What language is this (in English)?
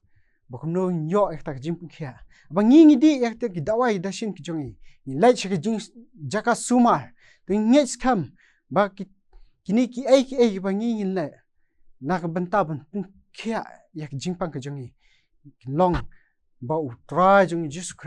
Khasi